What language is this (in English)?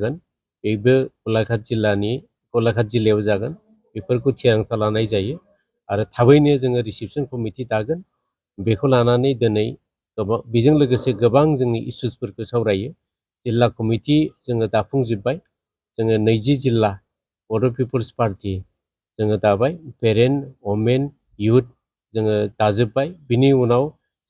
Bodo